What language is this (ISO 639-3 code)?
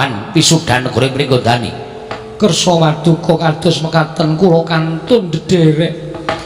jav